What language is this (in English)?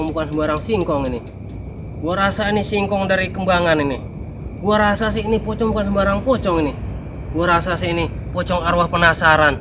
Betawi